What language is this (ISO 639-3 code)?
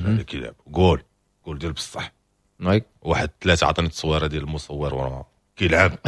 ary